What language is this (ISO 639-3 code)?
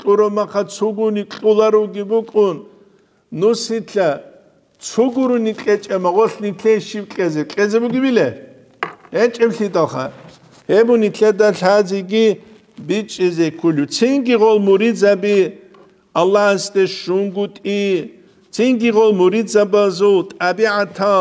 ava